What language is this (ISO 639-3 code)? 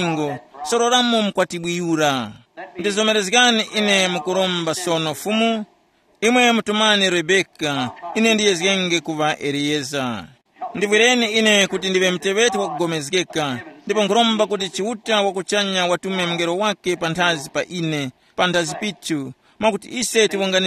tum